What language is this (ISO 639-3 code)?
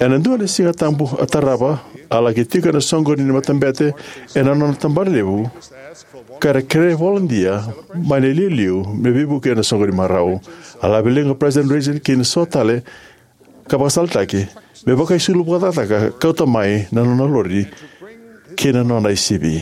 fij